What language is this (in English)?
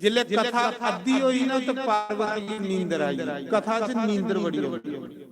Dogri